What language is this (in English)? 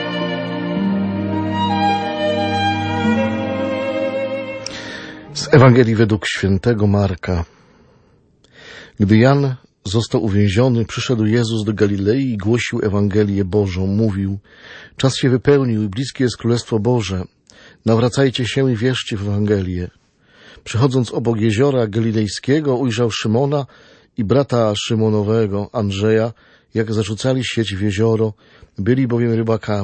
Polish